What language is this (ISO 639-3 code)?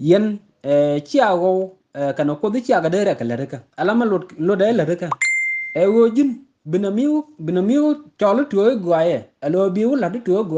nus